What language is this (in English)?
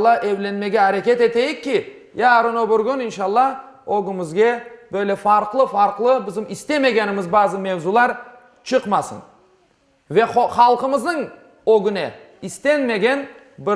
Crimean Tatar